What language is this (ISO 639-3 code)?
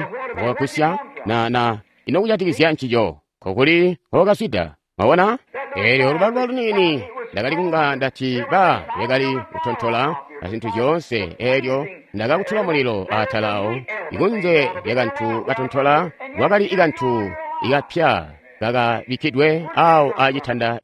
toi